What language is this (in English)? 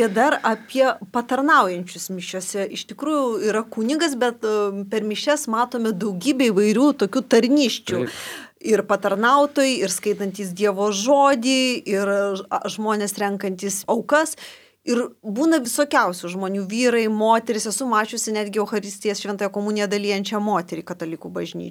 Lithuanian